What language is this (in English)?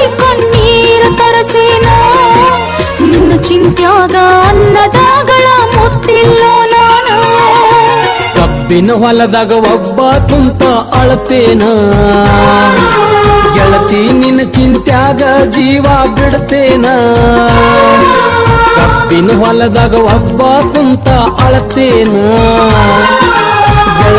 Kannada